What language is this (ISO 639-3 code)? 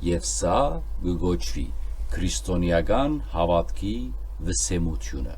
hyw